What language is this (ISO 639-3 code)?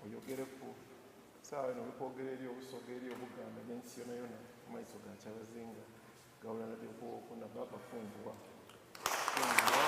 xog